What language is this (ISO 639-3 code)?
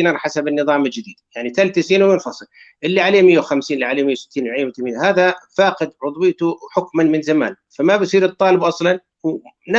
apc